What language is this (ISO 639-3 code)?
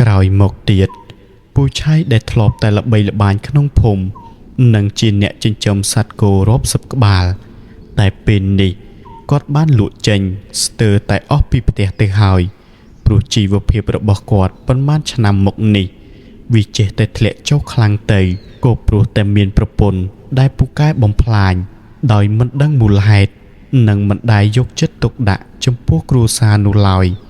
khm